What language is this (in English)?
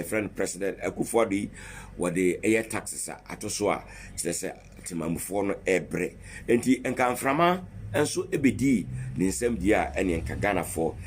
Akan